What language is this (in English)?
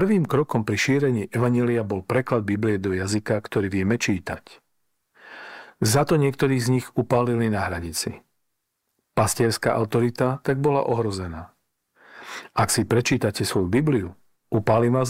Slovak